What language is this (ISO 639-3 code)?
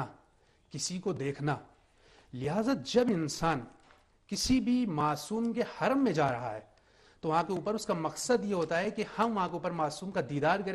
urd